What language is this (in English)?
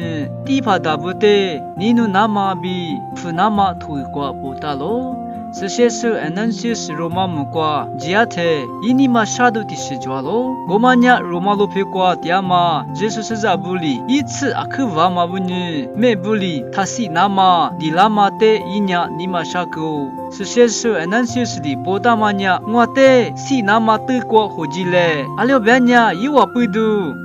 Lisu